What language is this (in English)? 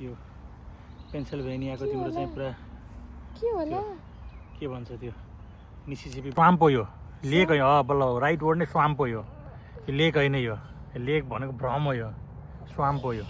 Nepali